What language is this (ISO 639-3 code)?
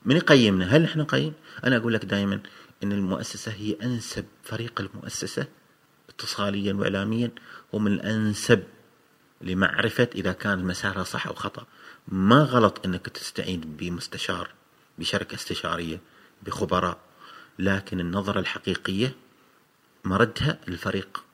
afb